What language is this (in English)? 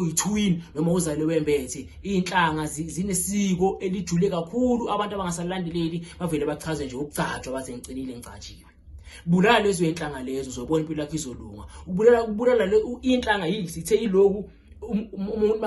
Zulu